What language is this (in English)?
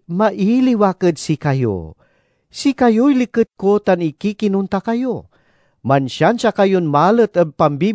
Pangasinan